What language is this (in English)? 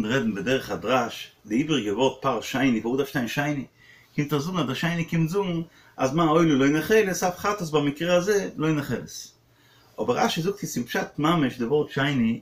Yiddish